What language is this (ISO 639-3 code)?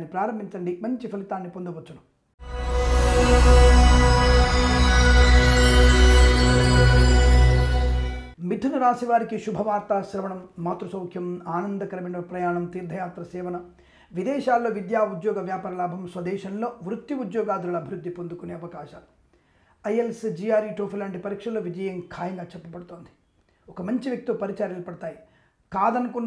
tel